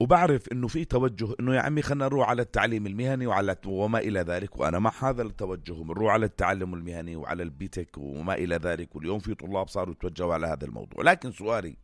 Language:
North Levantine Arabic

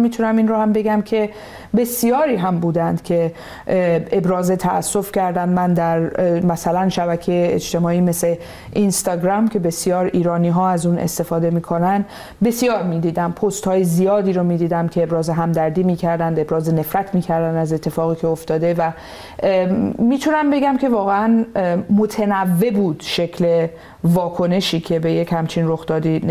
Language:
Persian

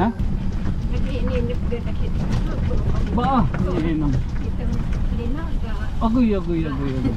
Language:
Waray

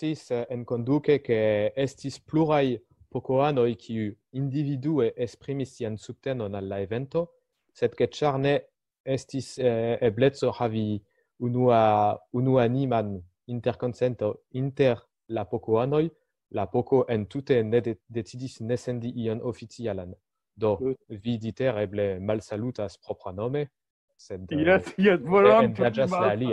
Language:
Esperanto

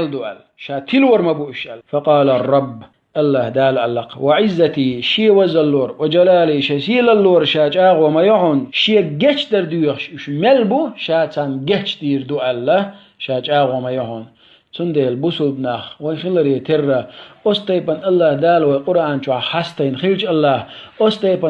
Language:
Chechen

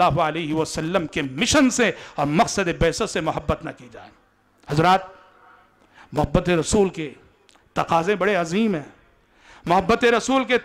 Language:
Urdu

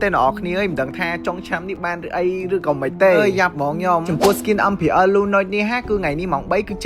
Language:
Khmer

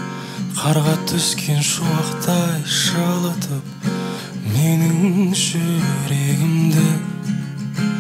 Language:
Kazakh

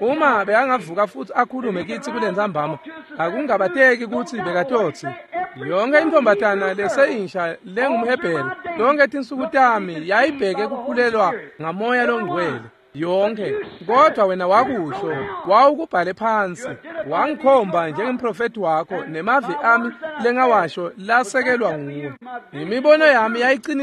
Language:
Swati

